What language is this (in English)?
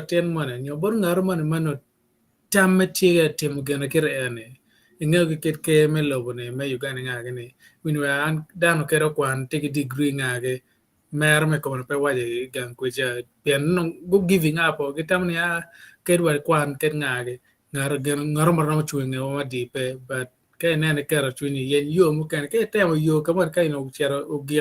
Acoli